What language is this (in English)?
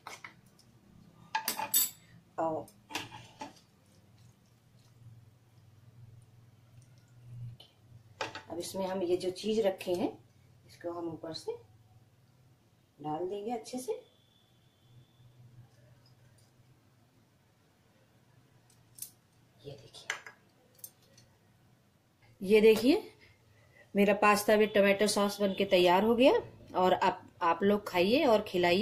Hindi